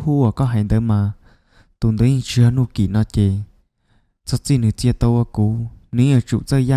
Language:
Hmong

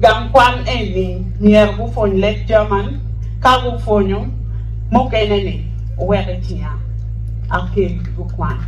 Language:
Acoli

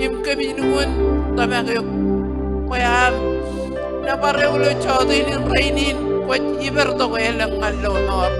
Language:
Marshallese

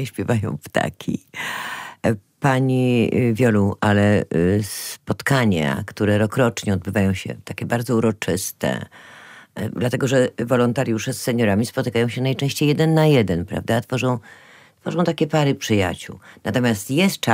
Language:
Polish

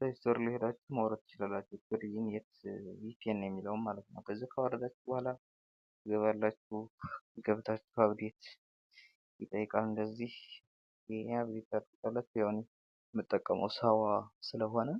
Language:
Amharic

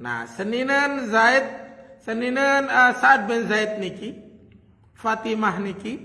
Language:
Sasak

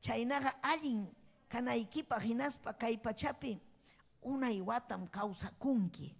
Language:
Ayacucho Quechua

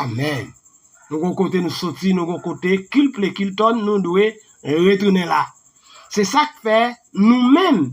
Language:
Haitian Creole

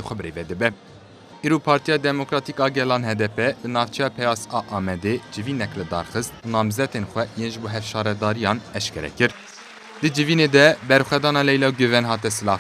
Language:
Kurdish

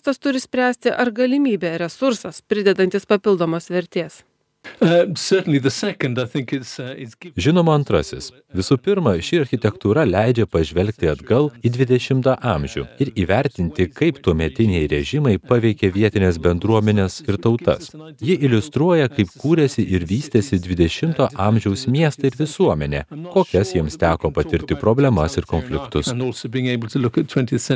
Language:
Lithuanian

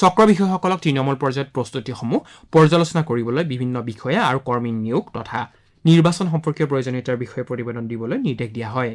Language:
Assamese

